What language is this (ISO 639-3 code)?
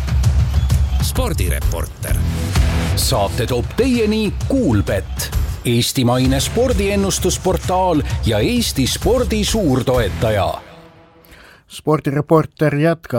est